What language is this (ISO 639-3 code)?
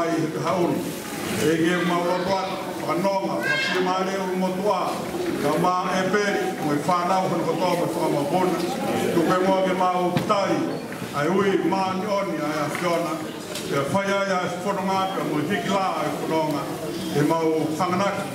ton